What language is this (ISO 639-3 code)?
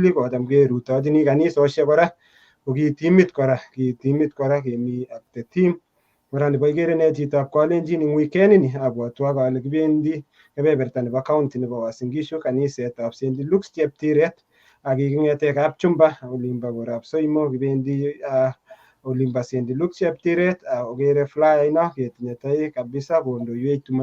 kln